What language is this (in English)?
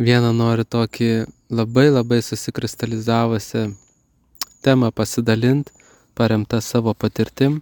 Lithuanian